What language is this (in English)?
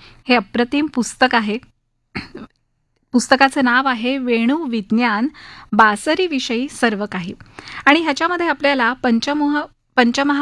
Marathi